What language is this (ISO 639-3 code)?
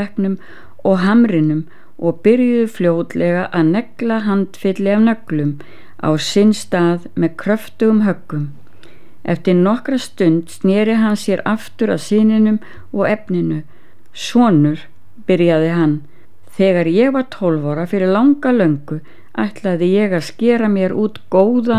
isl